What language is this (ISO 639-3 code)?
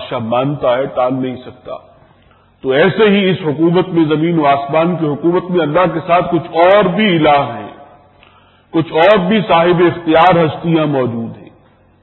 urd